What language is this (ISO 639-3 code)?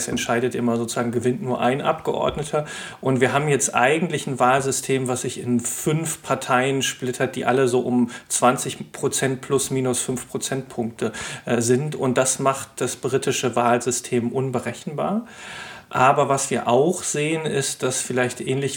deu